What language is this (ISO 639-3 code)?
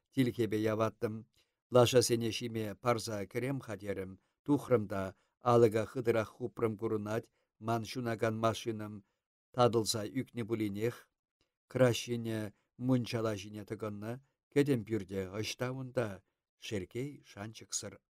chv